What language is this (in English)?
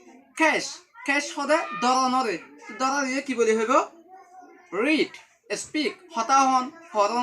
Rohingya